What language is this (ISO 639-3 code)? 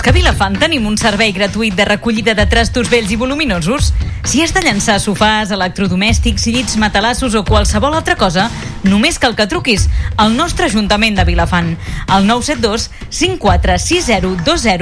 cat